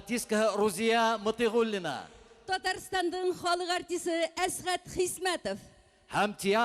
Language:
Bashkir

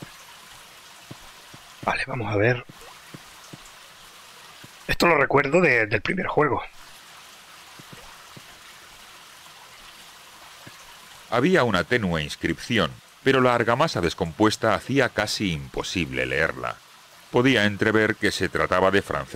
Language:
Spanish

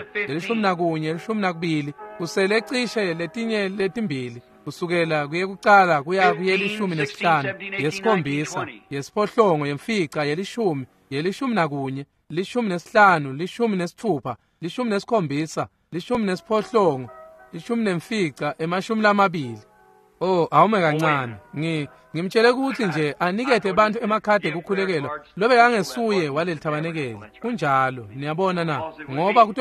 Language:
Swati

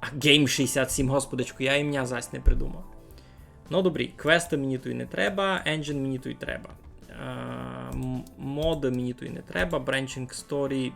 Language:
Rusyn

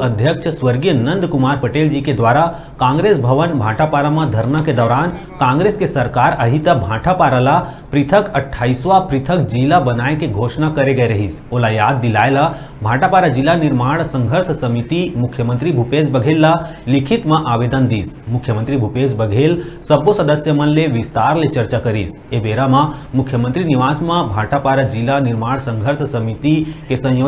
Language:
Chhattisgarhi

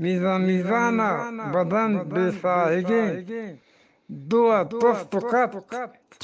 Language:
Eastern Balochi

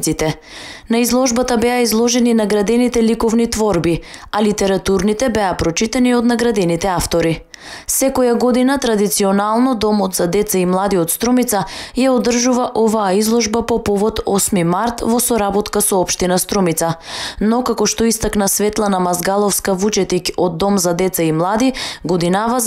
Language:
Macedonian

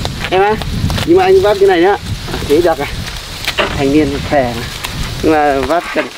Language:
Vietnamese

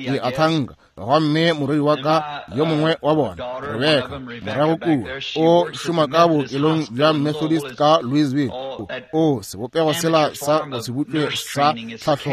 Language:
Northern Sotho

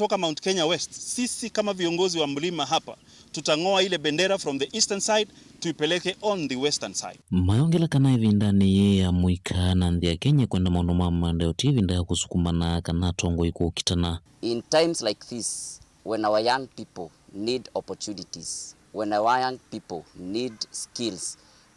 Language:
Kamba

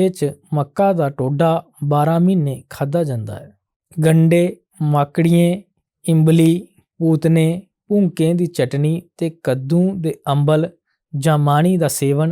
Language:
Dogri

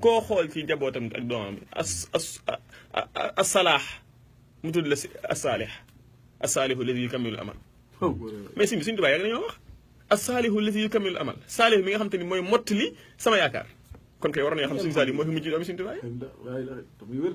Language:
Wolof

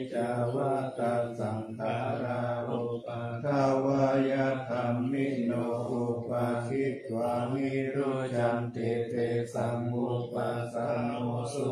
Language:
Pali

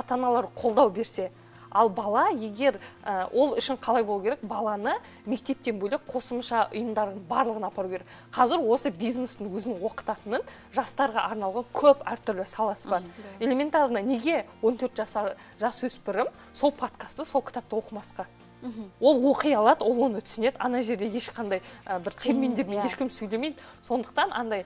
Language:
Kazakh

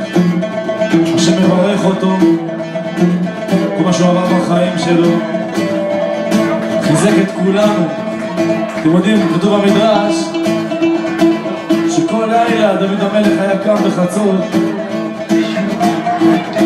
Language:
Hebrew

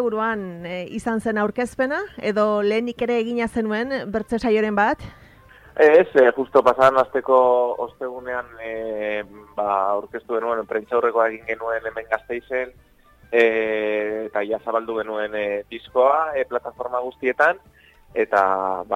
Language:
Basque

